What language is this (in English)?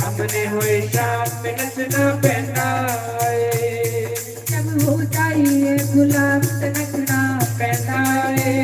Dogri